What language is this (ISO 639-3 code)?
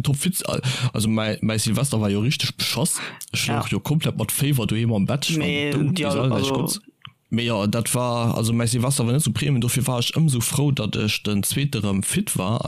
ltz